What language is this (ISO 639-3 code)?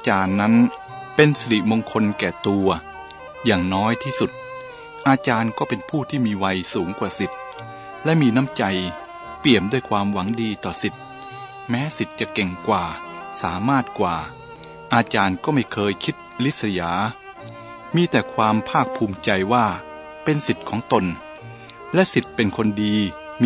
tha